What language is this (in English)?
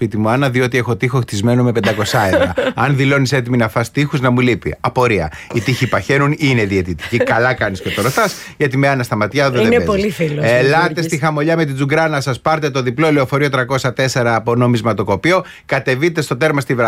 Greek